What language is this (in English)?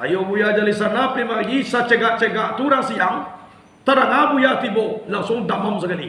Minangkabau